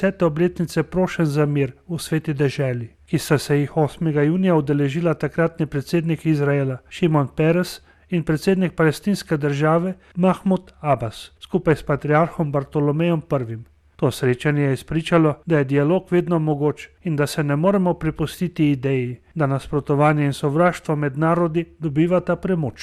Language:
Slovenian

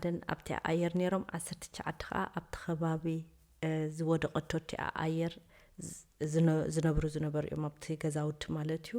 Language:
Tigrinya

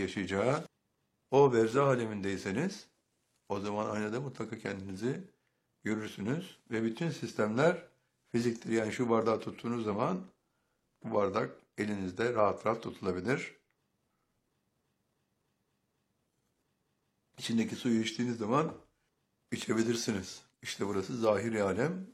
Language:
Turkish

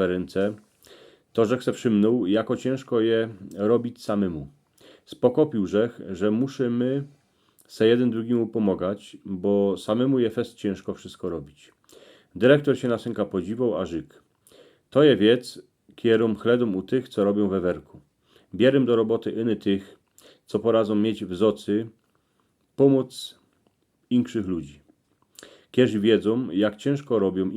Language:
Silesian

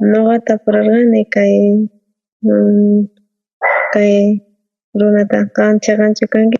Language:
South Bolivian Quechua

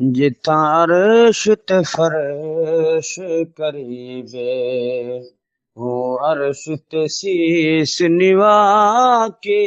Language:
Saraiki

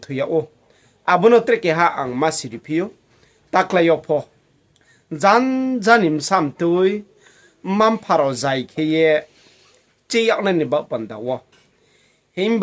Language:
Riang (India)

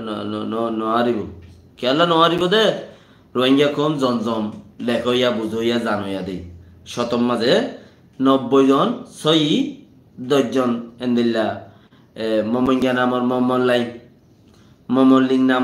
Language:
Rohingya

